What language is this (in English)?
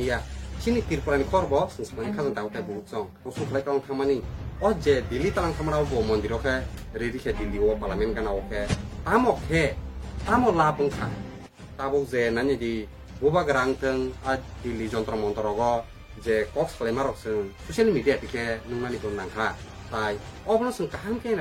Kok Borok